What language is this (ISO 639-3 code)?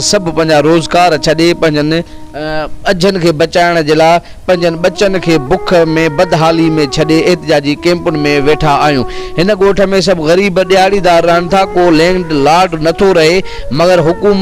snd